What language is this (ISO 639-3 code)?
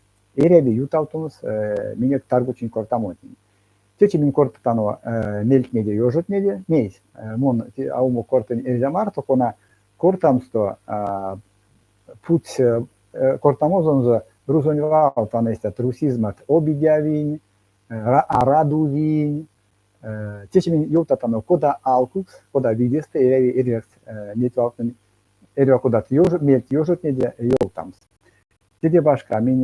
myv